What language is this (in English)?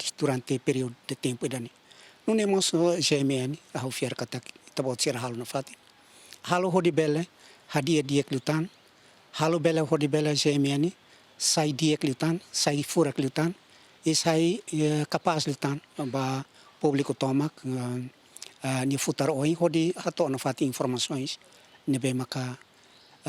Tetum